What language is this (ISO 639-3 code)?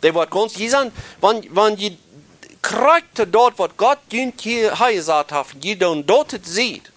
pdt